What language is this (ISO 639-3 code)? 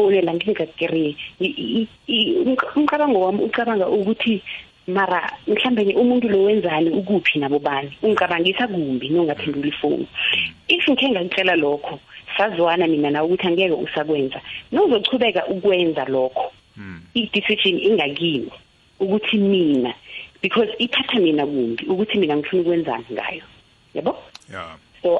nbl